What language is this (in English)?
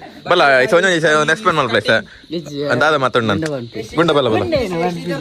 Tulu